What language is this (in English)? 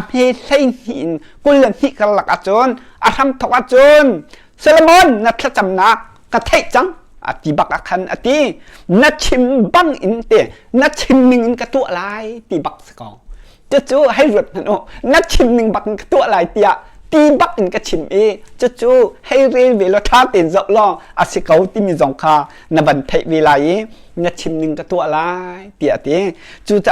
Hakha Chin